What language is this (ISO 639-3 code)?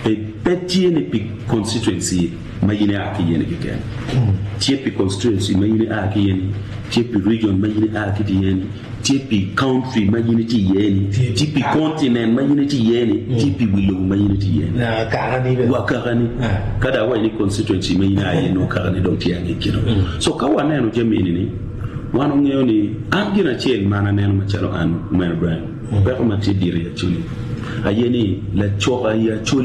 ach